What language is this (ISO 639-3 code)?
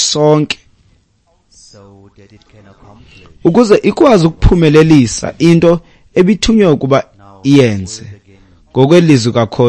xho